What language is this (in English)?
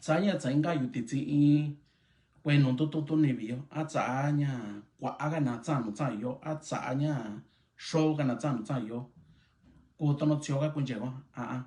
Mixtepec Mixtec